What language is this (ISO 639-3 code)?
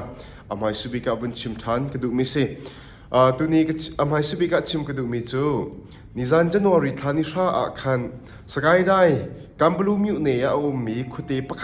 cnh